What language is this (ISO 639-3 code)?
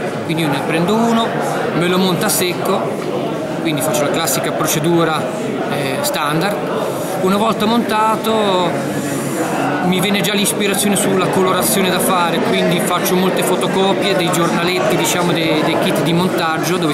ita